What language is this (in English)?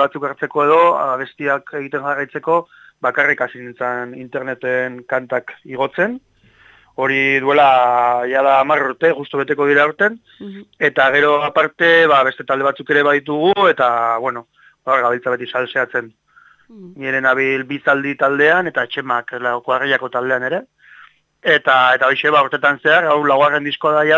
Basque